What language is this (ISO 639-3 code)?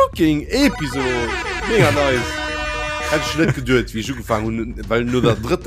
ltz